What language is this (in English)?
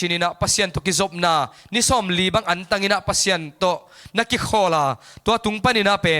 Tedim Chin